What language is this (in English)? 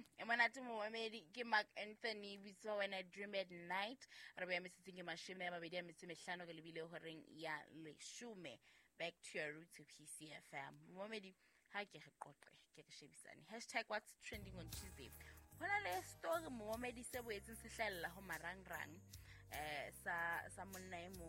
Southern Sotho